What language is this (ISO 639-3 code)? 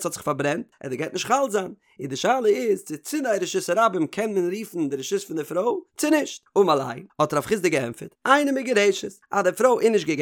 yid